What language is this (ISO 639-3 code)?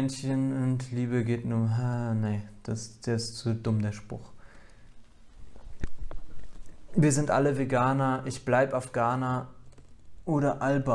deu